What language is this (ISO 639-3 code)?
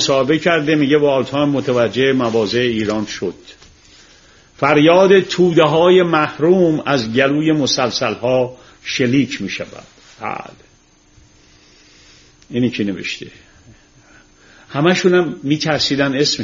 fas